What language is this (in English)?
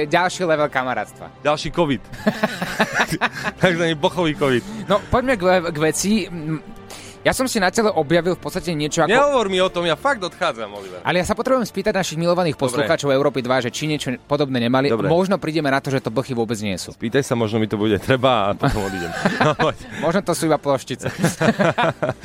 Slovak